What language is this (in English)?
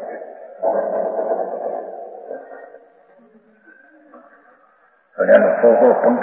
Gujarati